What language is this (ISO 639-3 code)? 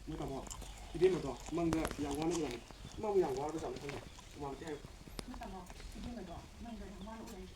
mni